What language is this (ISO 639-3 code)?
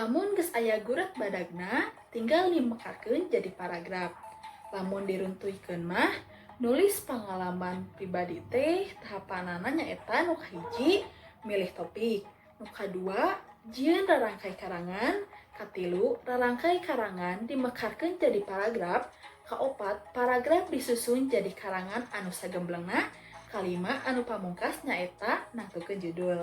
sun